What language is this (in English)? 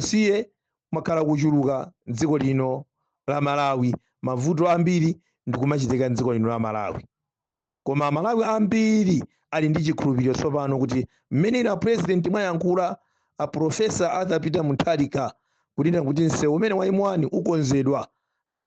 Nyanja